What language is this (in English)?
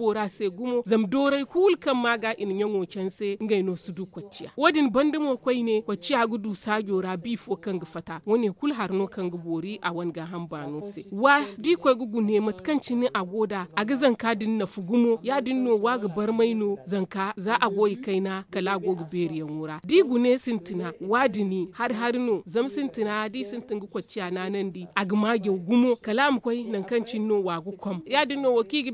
Zarma